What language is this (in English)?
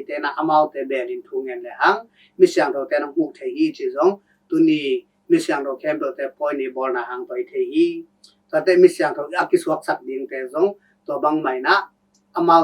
Tedim Chin